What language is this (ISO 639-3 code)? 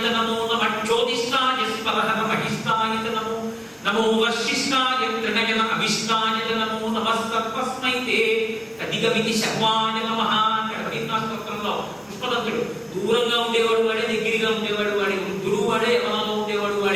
tel